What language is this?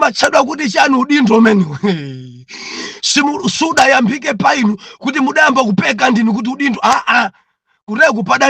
Nyanja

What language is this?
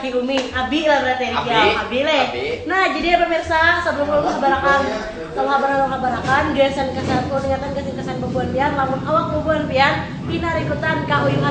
Banjar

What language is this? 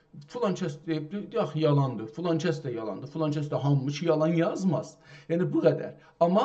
South Azerbaijani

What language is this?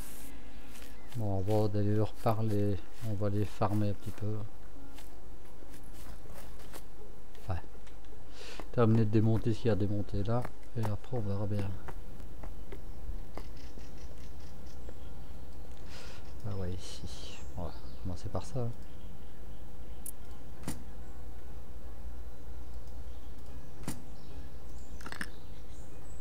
French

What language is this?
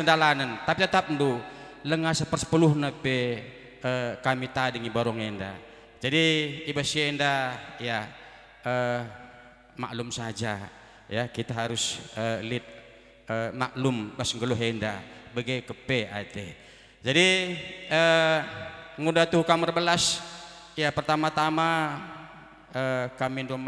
Batak Karo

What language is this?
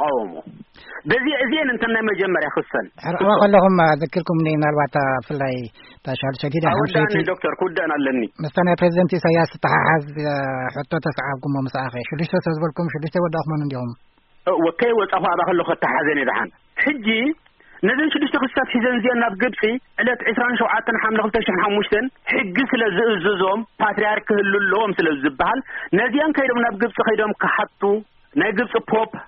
Tigrinya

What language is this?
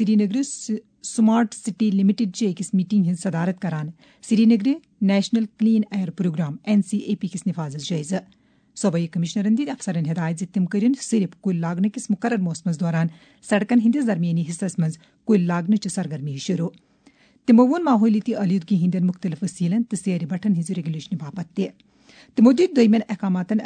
Kashmiri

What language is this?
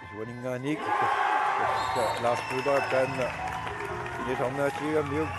Kalaallisut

